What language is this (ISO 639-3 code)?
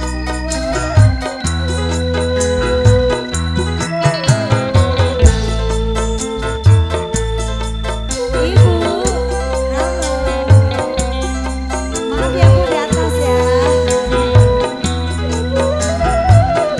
ind